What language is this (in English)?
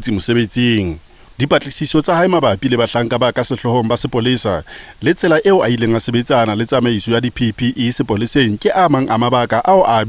Southern Sotho